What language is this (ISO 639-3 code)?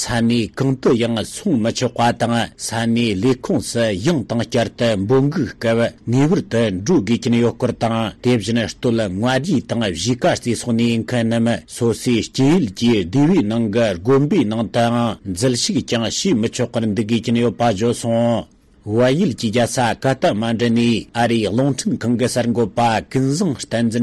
bod